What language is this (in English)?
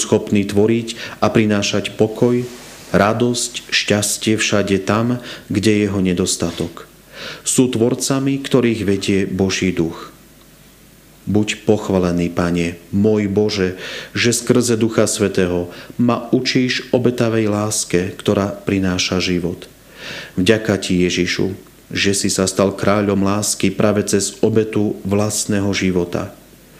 Slovak